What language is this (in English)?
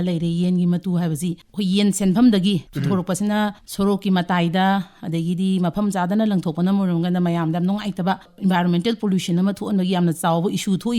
Manipuri